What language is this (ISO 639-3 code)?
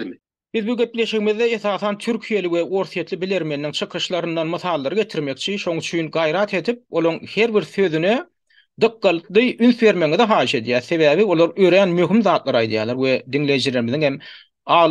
tuk